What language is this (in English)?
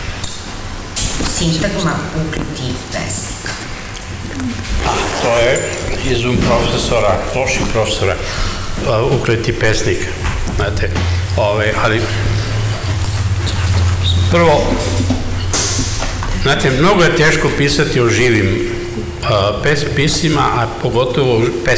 Serbian